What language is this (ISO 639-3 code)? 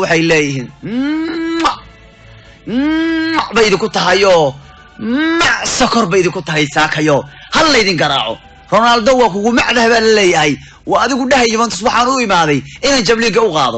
som